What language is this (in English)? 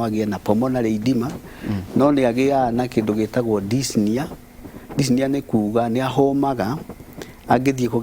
Kikuyu